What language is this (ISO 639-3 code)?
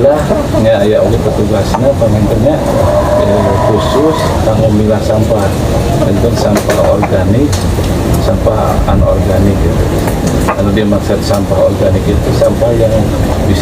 sun